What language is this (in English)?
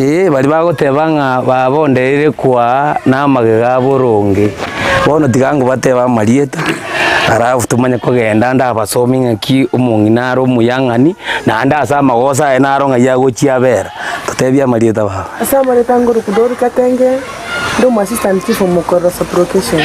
Gusii